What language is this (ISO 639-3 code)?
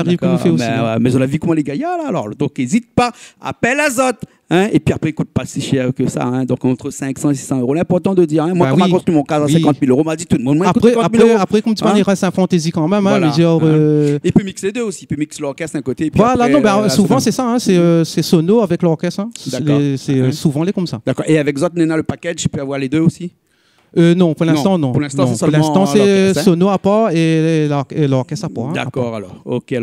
rcf